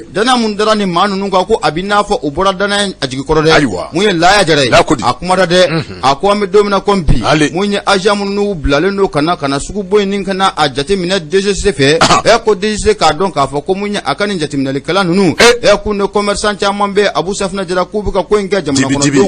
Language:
Bambara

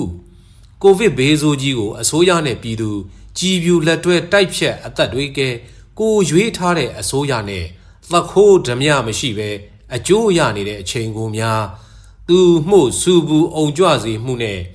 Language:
Burmese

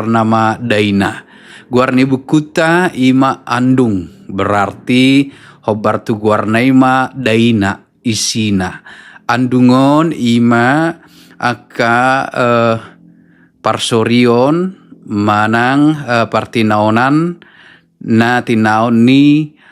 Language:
Batak Toba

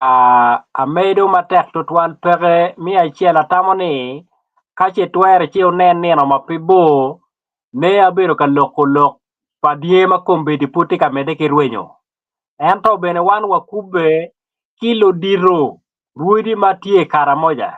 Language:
Acoli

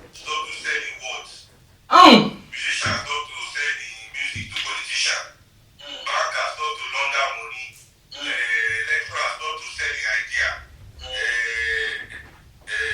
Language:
Nigerian Pidgin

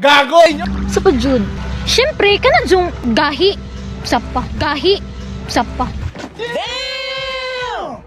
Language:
Cebuano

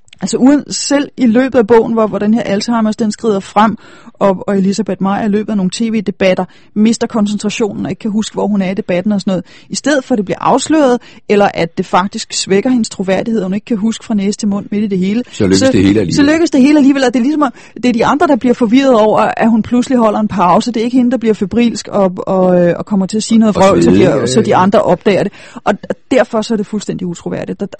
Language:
Danish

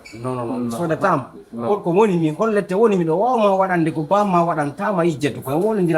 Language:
Fula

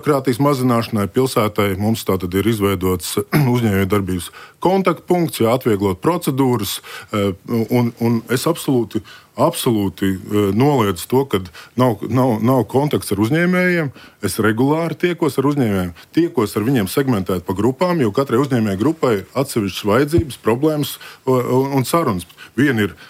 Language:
Latvian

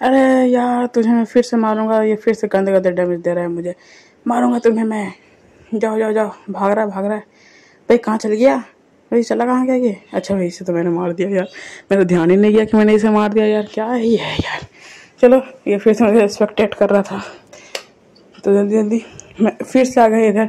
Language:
Hindi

